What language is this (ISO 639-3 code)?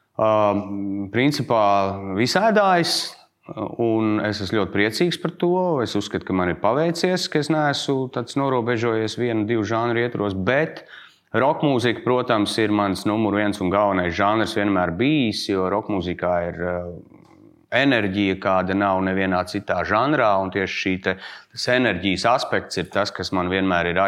lav